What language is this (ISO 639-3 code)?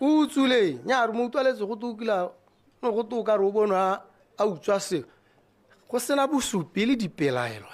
tsn